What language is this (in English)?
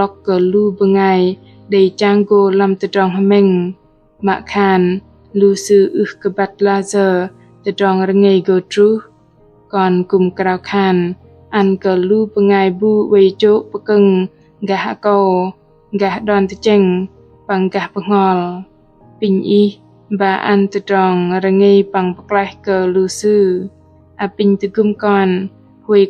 Bahnar